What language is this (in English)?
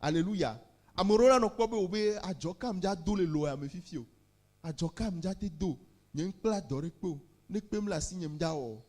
Ewe